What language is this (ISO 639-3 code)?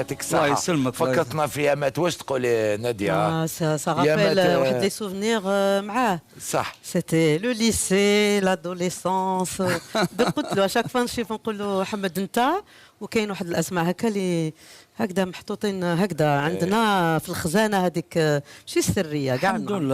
arq